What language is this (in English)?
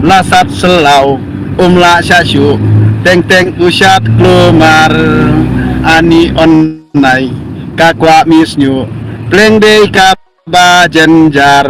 Khasi